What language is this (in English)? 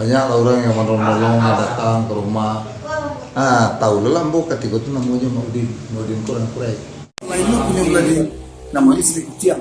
Minangkabau